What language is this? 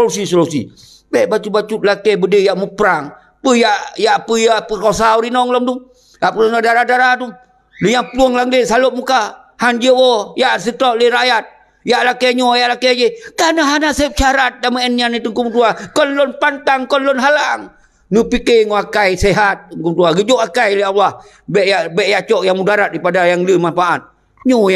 Achinese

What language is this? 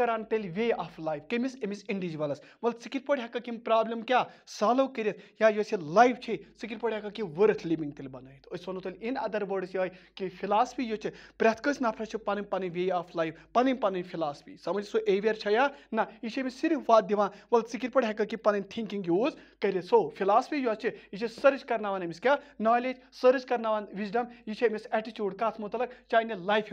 Kashmiri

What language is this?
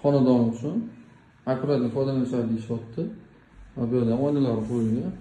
Uzbek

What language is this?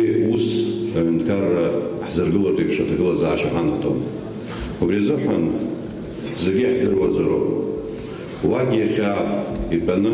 Abkhazian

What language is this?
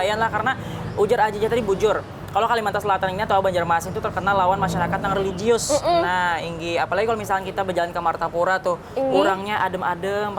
Banjar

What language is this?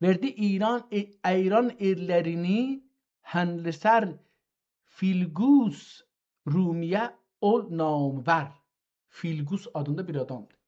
South Azerbaijani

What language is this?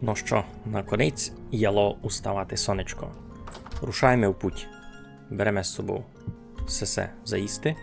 Rusyn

